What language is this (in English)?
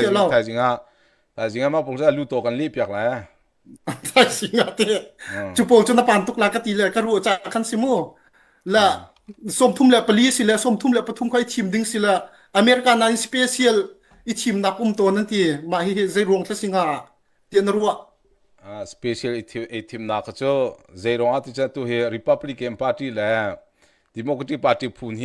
Hakha Chin